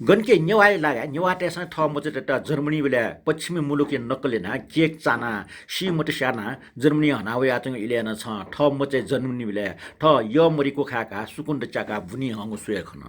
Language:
Newari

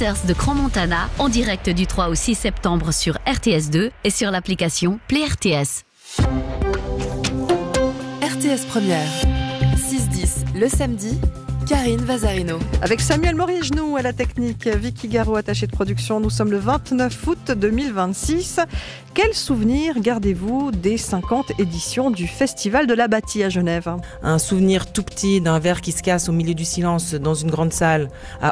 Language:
French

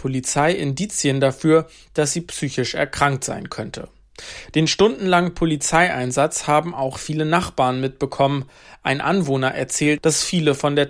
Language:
German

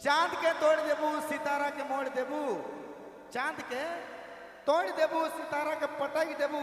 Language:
Sadri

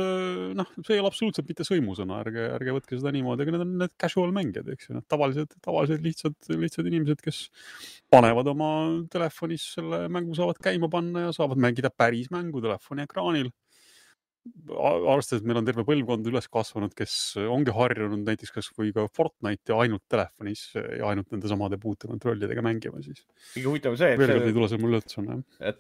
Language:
Estonian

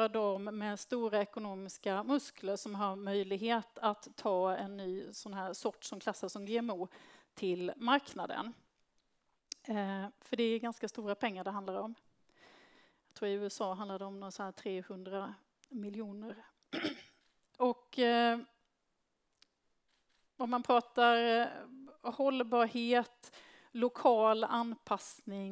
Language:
Swedish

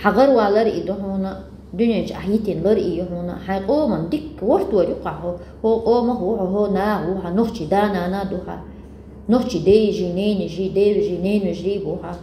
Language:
Chechen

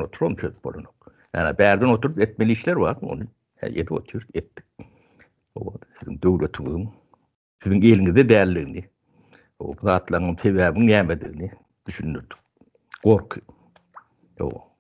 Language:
Turkmen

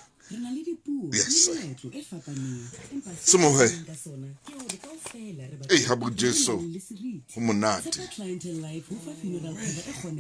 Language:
Southern Sotho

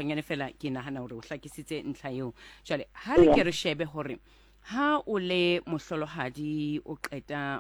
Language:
Southern Sotho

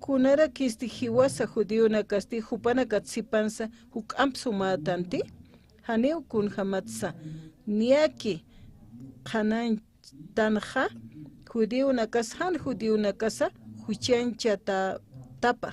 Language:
Aymara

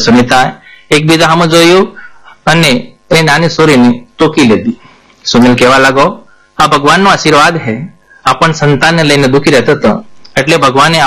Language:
Gujarati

